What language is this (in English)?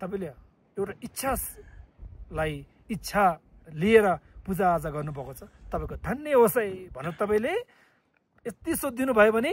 Nepali